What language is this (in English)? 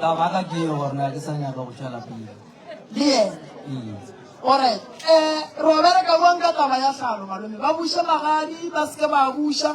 Northern Sotho